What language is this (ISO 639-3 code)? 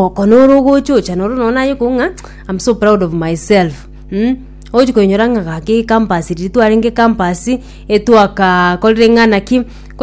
guz